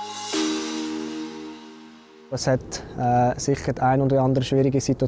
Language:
German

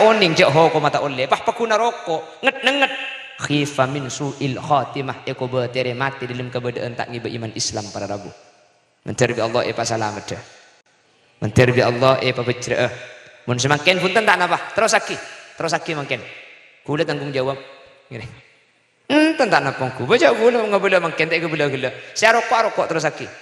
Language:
Madurese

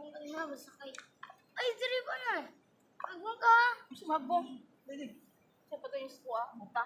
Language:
Cebuano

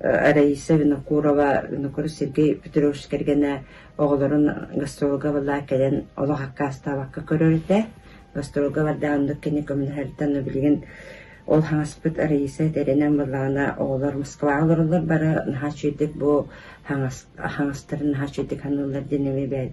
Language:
Yakut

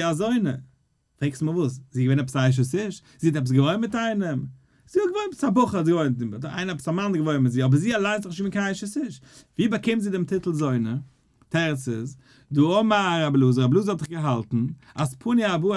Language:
Yiddish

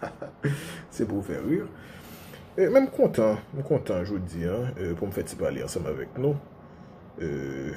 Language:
Haitian Creole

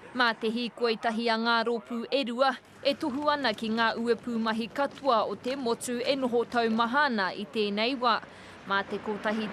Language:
Māori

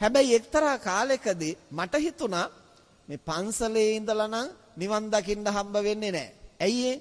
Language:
Sinhala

